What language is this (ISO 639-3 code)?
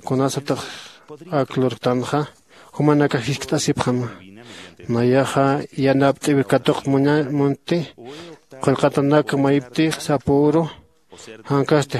aym